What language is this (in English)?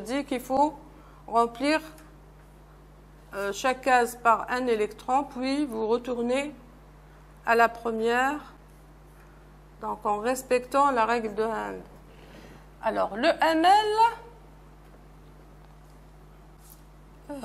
French